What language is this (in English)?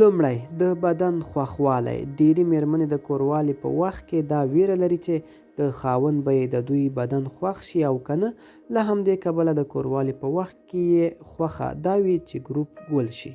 Pashto